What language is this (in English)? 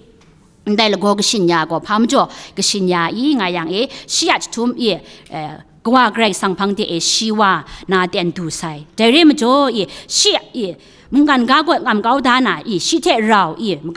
Kachin